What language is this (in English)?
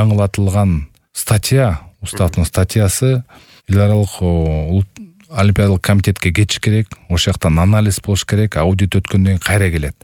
Kyrgyz